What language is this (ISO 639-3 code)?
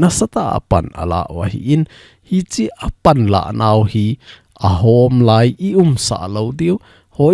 tcz